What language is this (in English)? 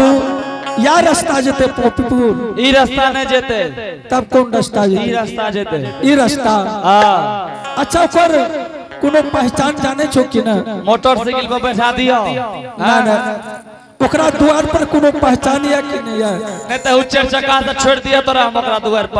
Angika